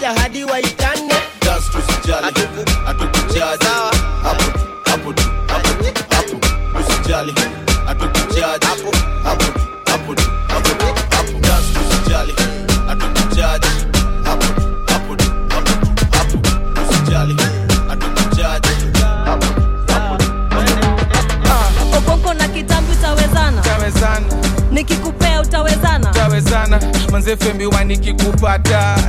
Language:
Swahili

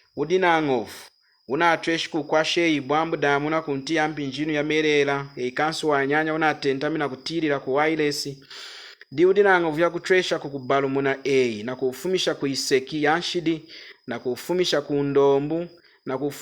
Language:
Lunda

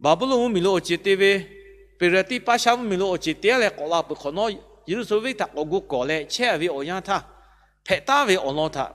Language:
Lahu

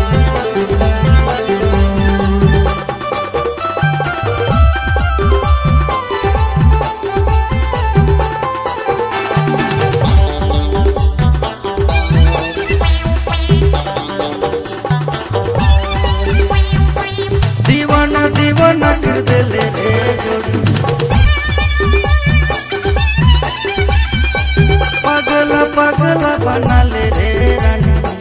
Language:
Sadri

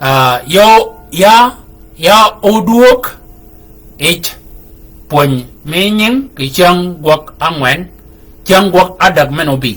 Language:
Shilluk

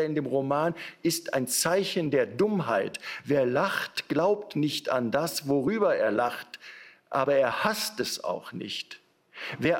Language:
German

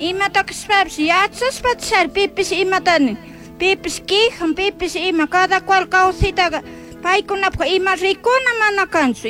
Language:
Chimborazo Highland Quichua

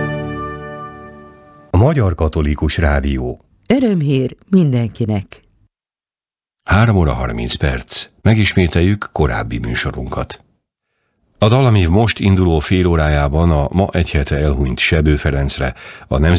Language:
Hungarian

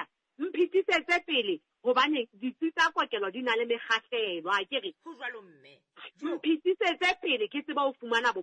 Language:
Southern Sotho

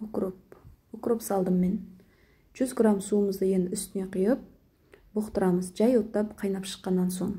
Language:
Kazakh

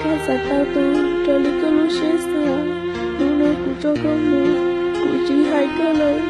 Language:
Hmong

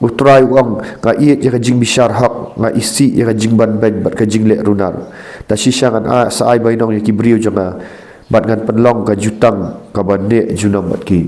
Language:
Khasi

